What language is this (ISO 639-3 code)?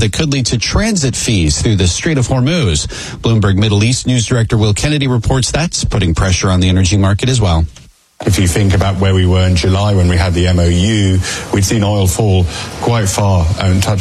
eng